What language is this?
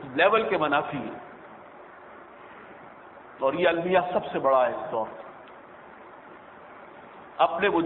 Urdu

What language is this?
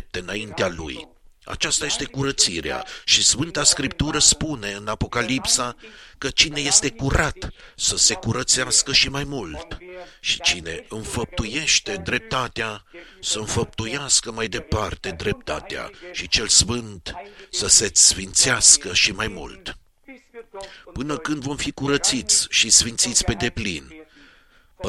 Romanian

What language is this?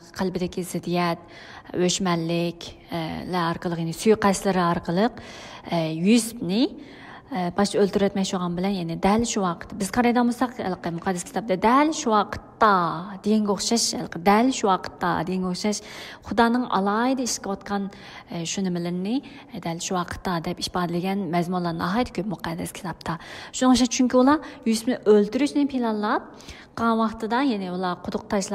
Uyghur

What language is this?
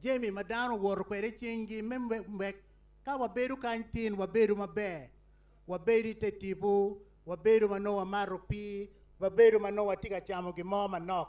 Acoli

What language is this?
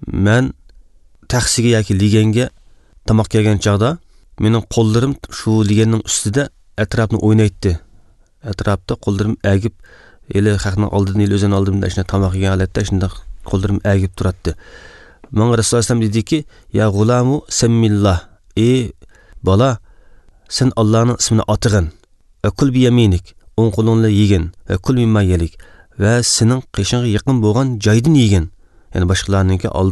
Uzbek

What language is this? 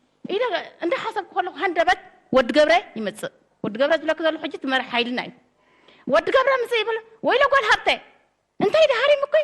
Tigrinya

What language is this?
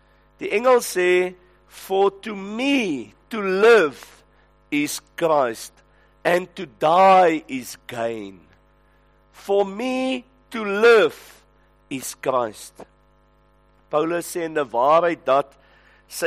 Afrikaans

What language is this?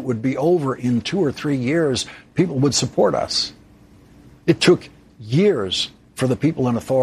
English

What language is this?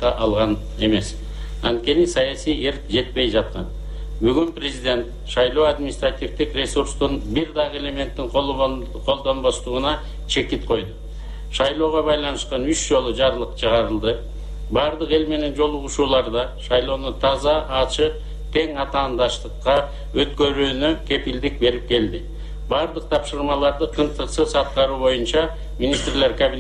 Kyrgyz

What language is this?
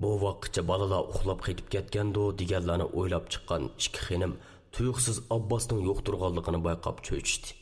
Uyghur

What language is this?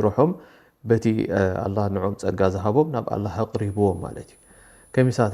Tigrinya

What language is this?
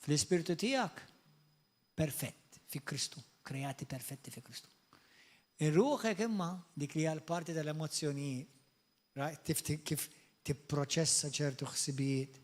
Maltese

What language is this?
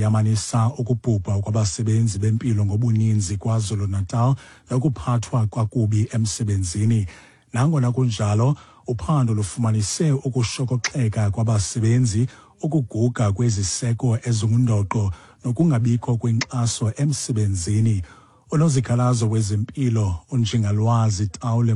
Xhosa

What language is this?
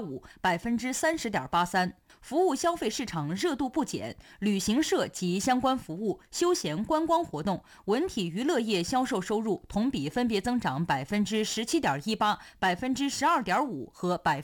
Chinese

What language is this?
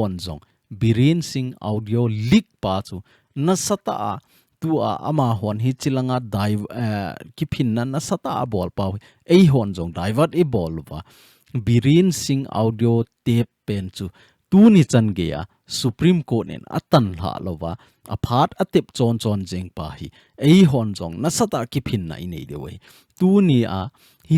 Thado Chin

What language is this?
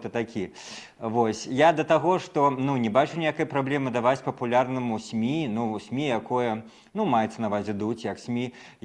Belarusian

